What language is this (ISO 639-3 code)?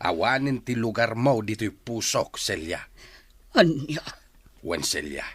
ilo